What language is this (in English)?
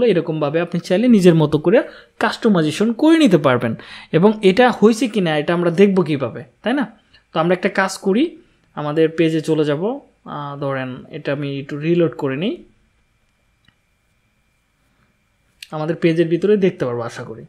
Bangla